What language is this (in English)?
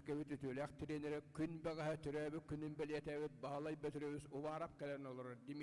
Yakut